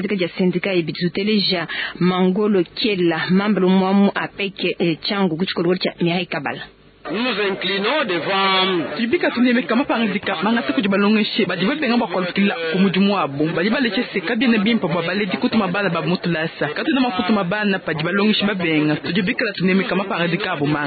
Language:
Luba-Lulua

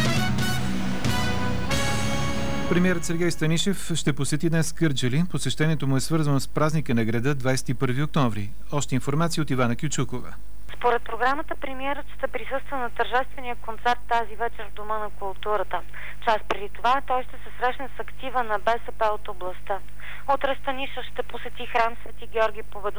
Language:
Bulgarian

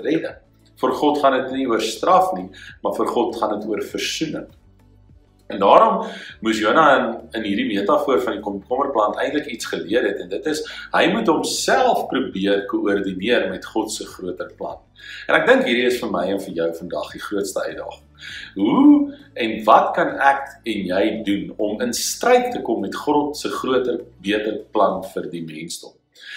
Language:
Afrikaans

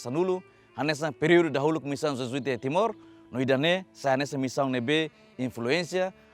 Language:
Tetum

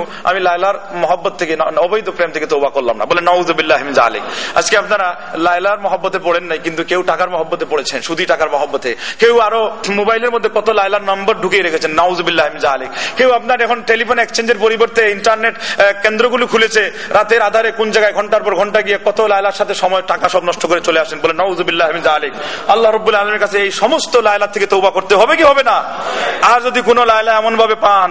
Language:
Bangla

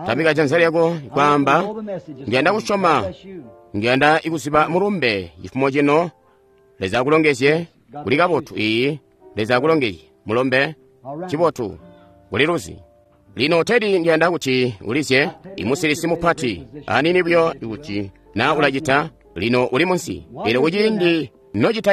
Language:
Tonga (Zambia)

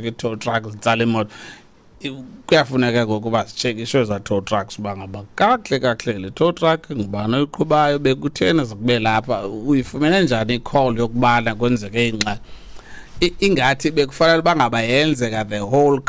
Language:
Xhosa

